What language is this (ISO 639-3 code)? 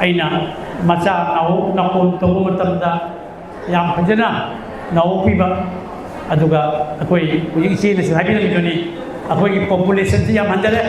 mni